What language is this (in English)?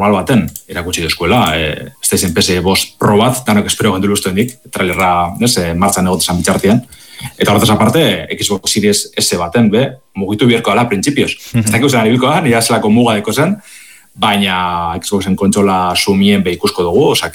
Basque